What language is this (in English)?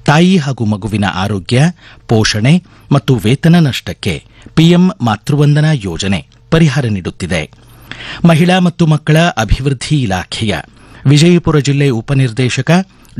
Kannada